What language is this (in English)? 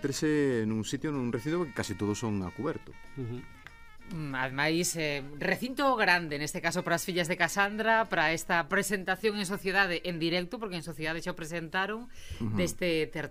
Galician